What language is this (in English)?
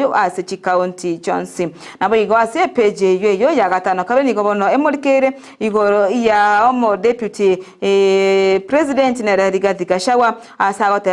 Gusii